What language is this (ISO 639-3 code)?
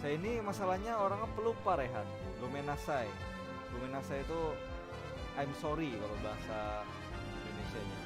bjn